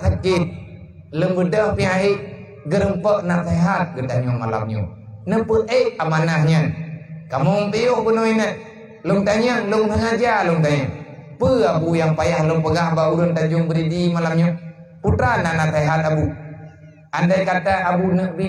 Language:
Achinese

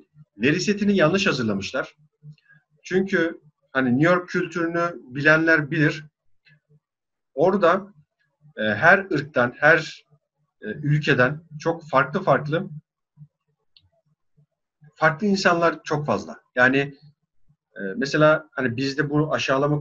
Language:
Turkish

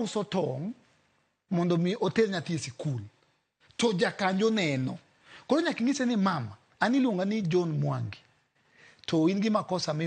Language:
Luo (Kenya and Tanzania)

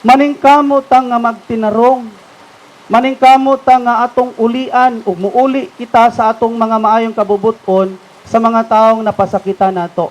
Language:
Cebuano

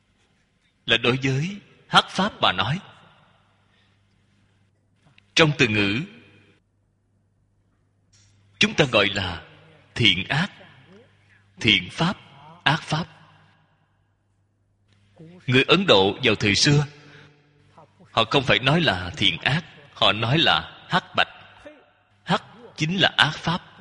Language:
Vietnamese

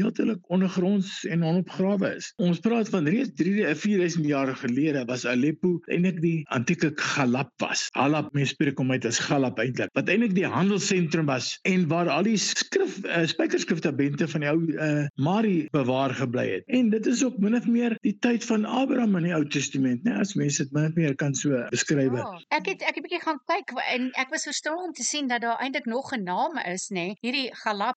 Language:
Afrikaans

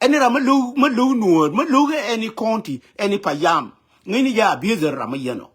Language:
Nuer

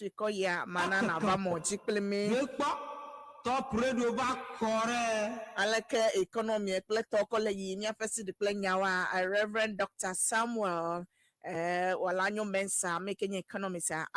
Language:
Ewe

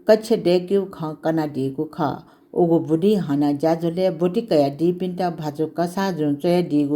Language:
Newari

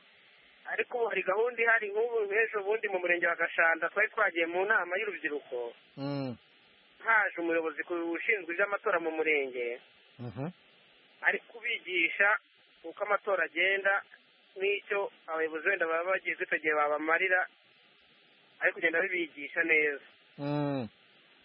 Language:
Kinyarwanda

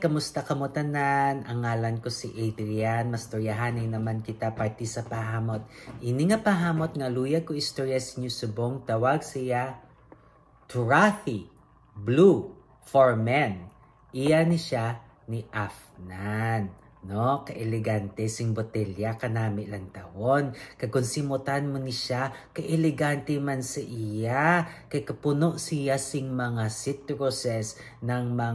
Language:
Hiligaynon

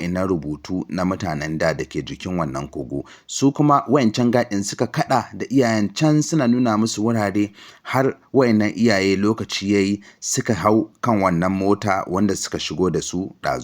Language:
Hausa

